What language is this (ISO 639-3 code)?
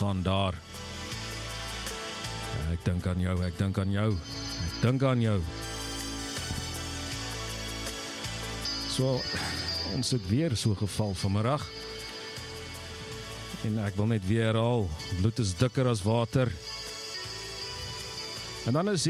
afr